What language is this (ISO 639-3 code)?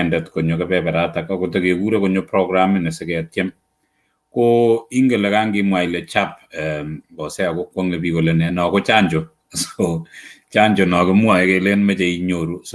kln